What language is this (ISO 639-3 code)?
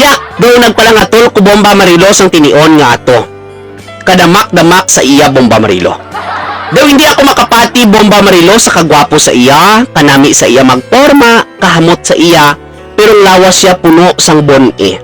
hil